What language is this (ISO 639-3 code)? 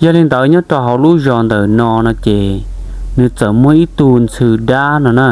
hmn